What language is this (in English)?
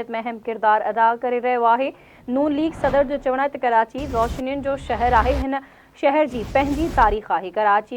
Sindhi